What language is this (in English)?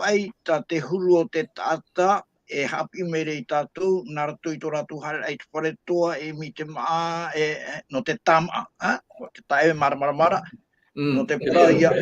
Tahitian